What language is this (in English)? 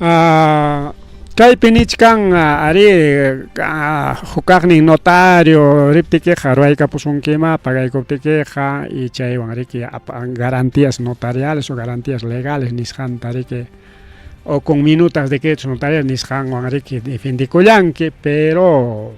Ayacucho Quechua